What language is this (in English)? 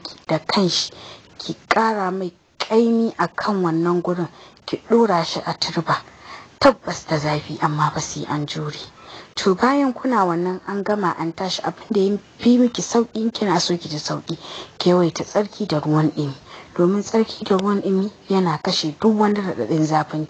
Hausa